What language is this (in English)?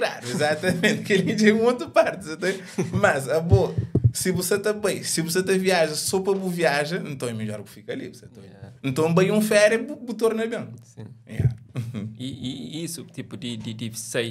Kabuverdianu